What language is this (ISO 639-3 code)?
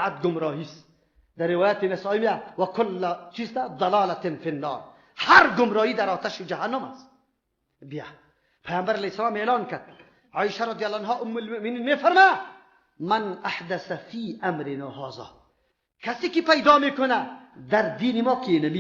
fas